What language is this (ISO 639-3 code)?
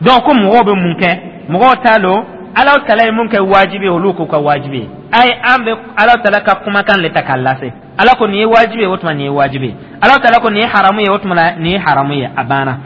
dyu